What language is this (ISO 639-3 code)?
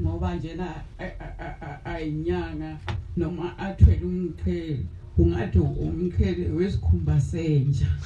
zul